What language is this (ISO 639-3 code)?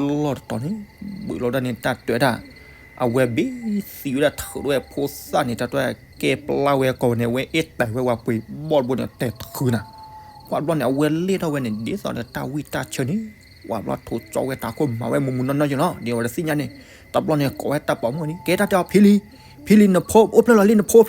ksw